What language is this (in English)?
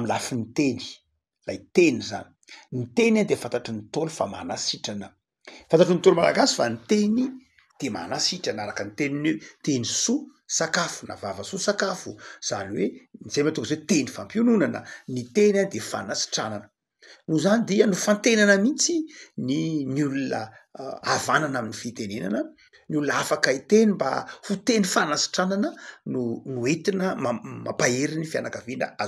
Malagasy